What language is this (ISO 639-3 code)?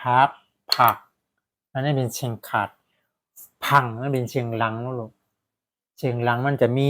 shn